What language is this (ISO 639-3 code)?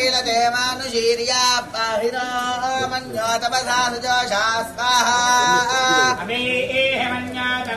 tel